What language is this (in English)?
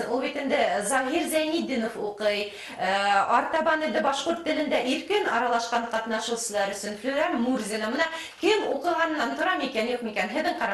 Bashkir